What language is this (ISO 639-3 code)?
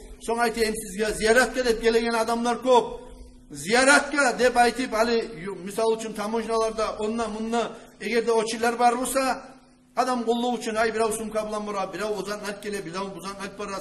kum